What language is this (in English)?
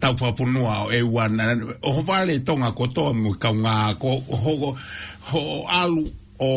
Tongan